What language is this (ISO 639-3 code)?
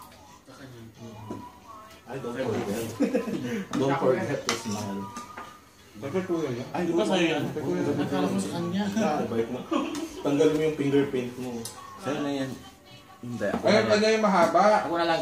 fil